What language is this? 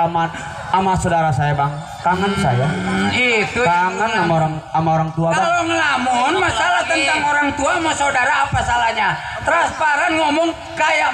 Betawi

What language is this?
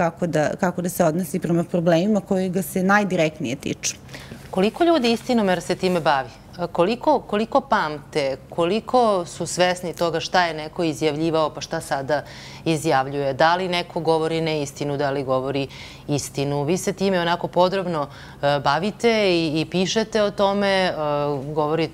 Serbian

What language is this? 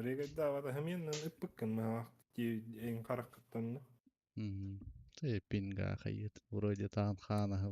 Yakut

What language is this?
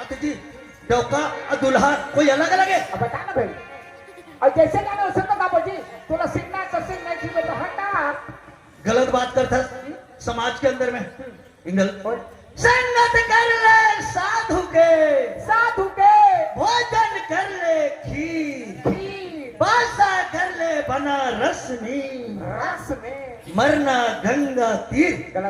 Chhattisgarhi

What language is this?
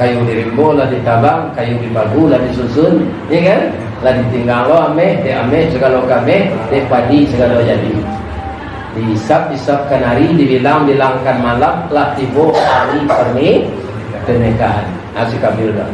Minangkabau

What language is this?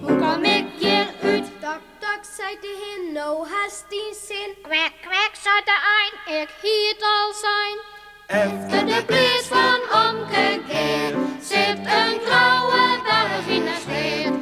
Western Frisian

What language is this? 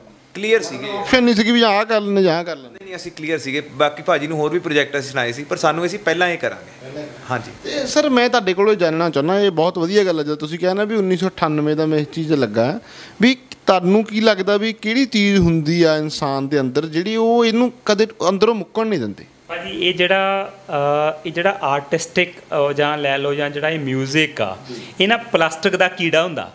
Punjabi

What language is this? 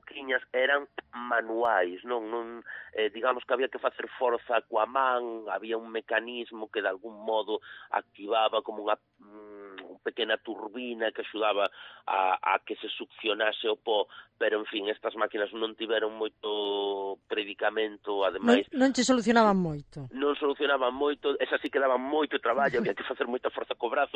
Galician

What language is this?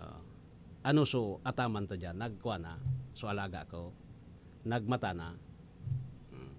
Bikol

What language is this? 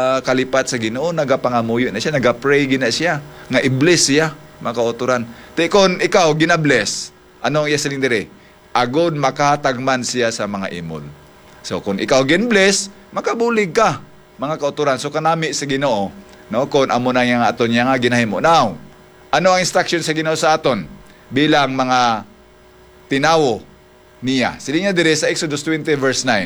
Hiligaynon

